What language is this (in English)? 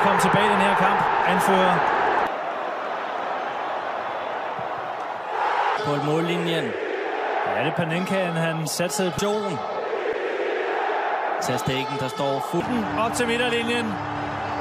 Danish